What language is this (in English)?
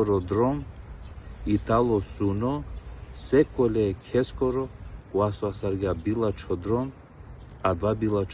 Balkan Romani